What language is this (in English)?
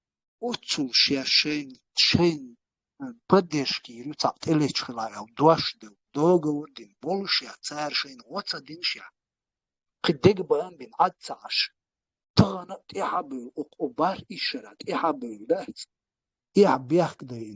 Chechen